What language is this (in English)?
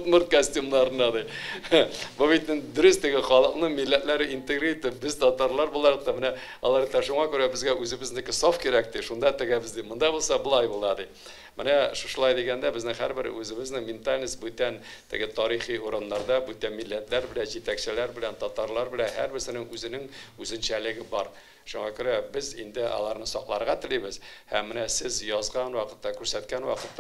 Tatar